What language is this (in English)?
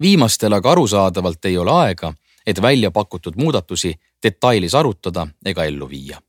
Estonian